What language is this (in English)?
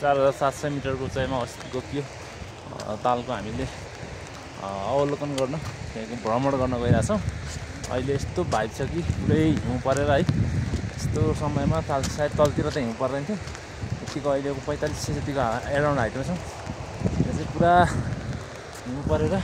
Nepali